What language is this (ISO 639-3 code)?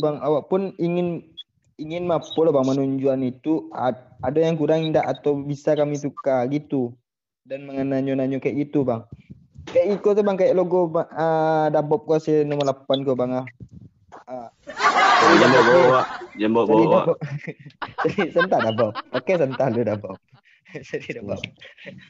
min